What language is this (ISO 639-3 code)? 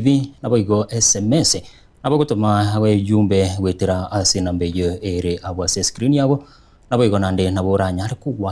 guz